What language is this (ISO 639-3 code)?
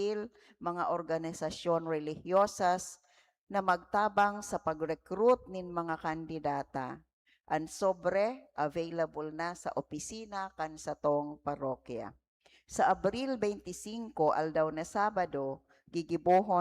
bik